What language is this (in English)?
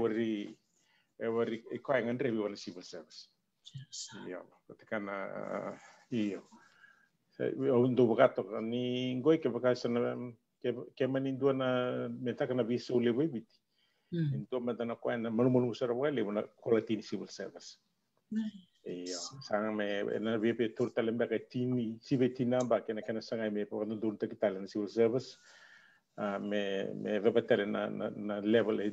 Fijian